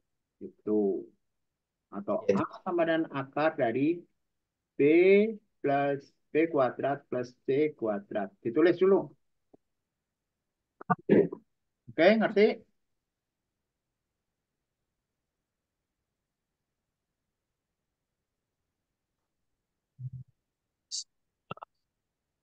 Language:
Indonesian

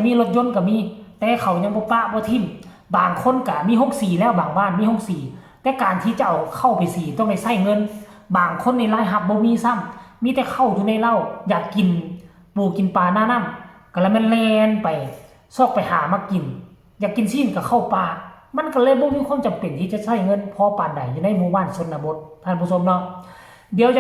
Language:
Northeastern Thai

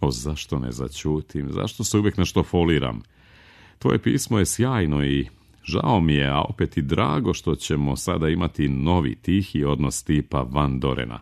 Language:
Serbian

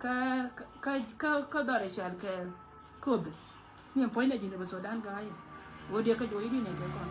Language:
Nuer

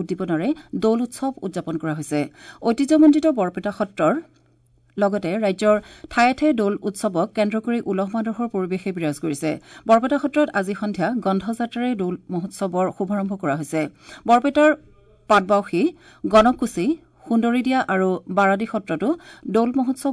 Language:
Assamese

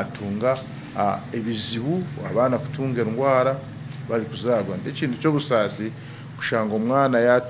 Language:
Nyankole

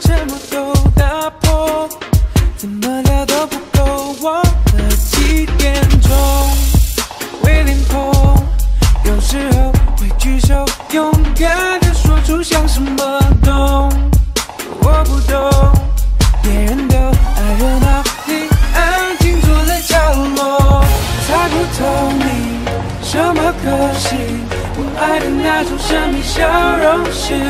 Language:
Chinese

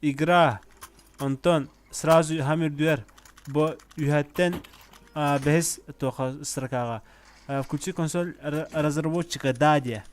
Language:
Yakut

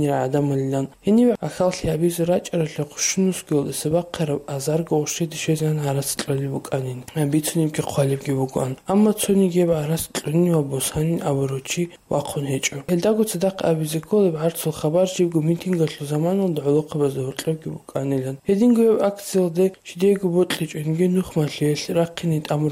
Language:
Avaric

